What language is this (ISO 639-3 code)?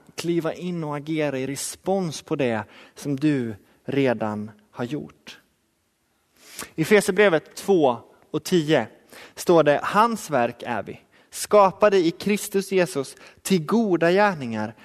swe